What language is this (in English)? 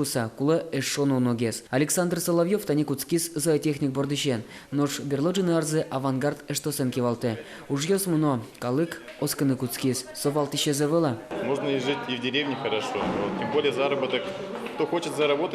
Udmurt